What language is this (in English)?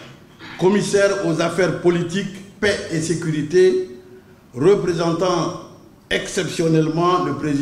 French